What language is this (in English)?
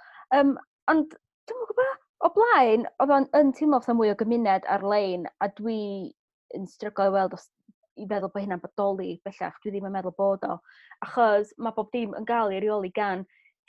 Welsh